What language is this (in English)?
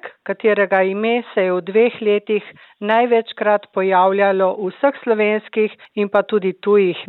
Slovenian